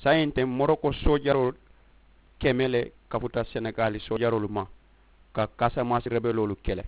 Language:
Mandingo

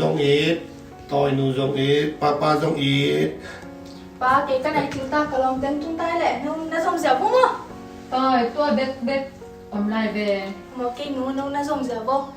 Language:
Tedim Chin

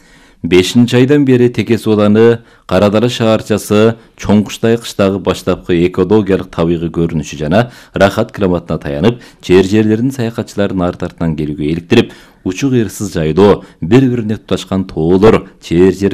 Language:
Kyrgyz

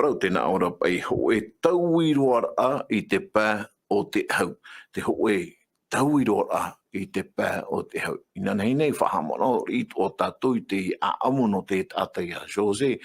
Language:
Tahitian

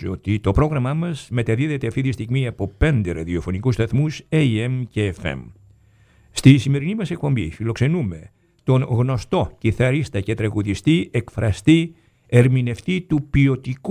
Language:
Greek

